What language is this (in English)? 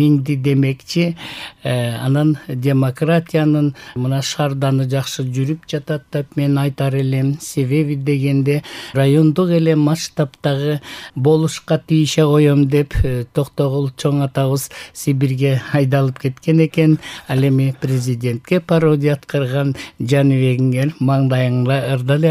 Kyrgyz